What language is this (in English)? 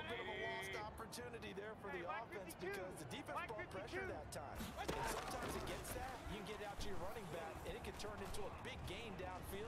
English